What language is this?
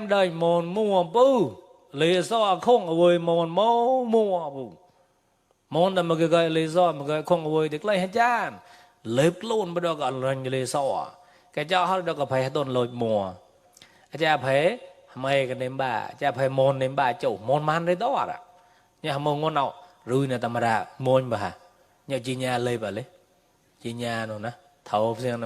Mon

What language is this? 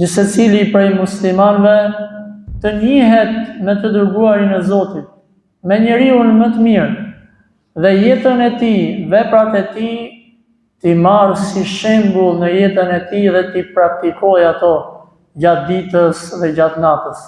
Albanian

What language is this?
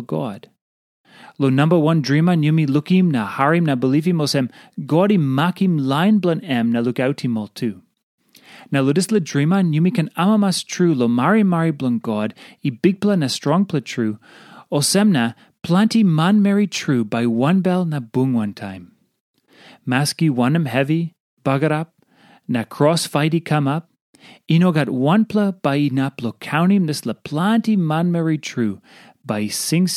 Tok Pisin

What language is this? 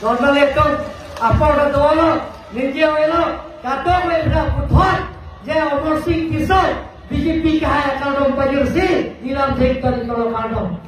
Karbi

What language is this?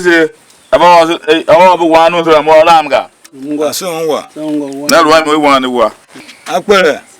Tiv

